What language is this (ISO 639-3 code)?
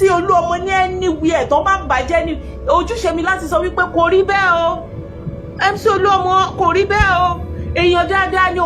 yor